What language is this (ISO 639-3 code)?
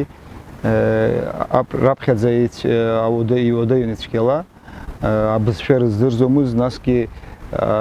abk